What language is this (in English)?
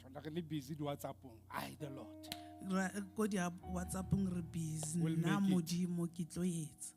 Southern Sotho